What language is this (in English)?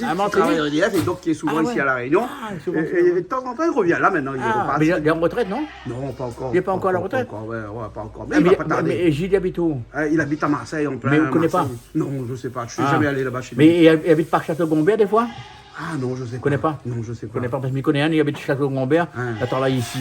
Réunion Creole French